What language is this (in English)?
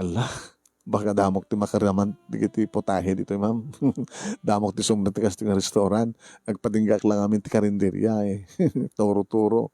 Iloko